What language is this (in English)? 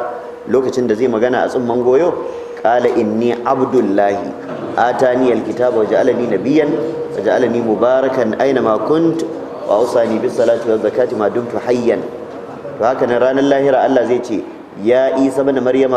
Hausa